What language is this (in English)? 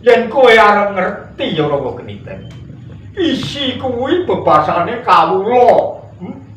Javanese